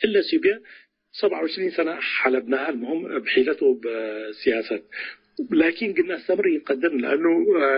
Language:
Tigre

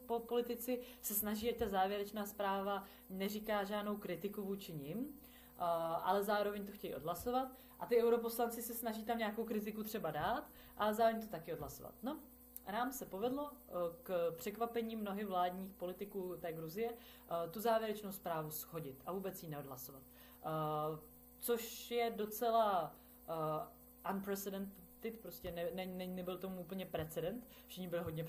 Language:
Czech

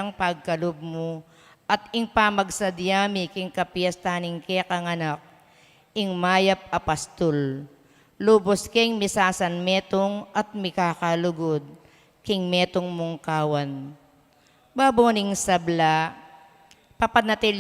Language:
Pampanga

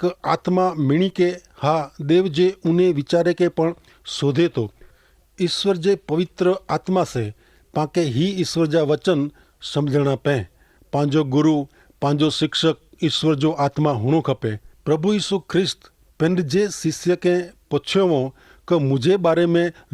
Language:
Kachhi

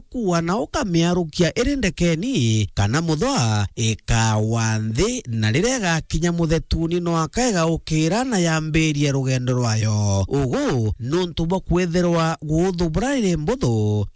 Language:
Meru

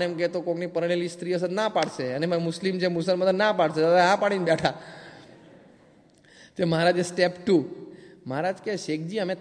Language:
Gujarati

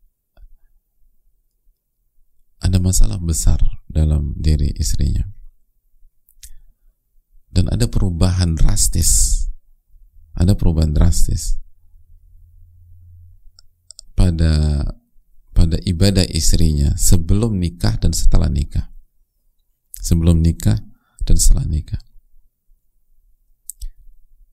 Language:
Indonesian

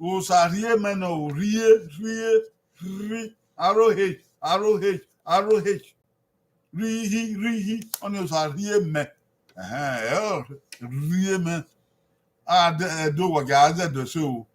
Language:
Bini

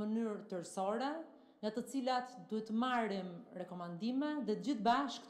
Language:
Albanian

